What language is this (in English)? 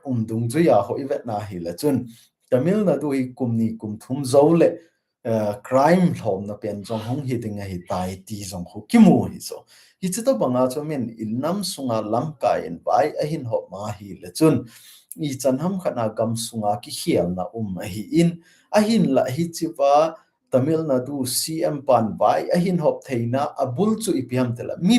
Thado Chin